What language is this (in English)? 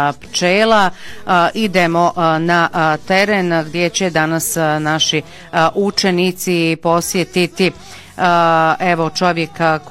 Croatian